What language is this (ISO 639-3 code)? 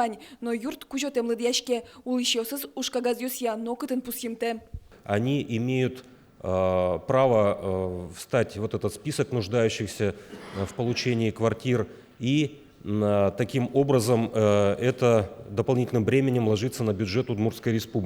udm